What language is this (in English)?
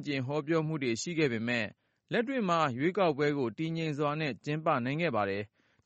Burmese